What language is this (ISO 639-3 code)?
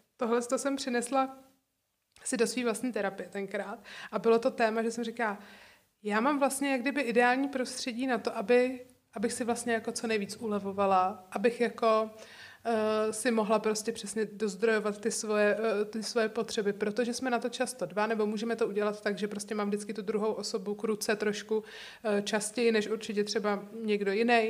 ces